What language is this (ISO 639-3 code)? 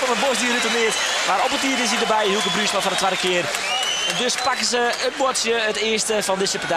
fry